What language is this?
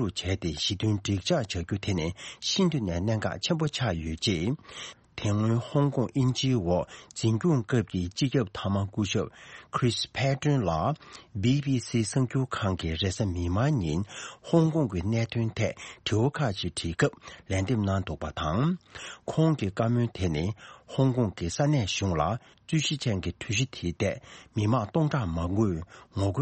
Tibetan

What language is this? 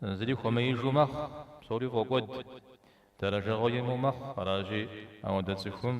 Kabardian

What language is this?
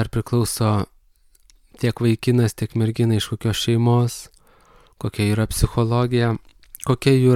Lithuanian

